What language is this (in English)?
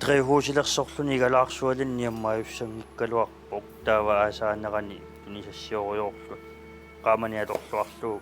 Kalaallisut